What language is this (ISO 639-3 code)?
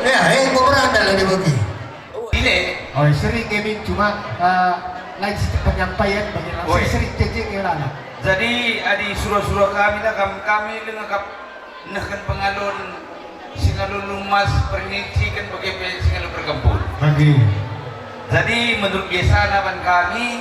btx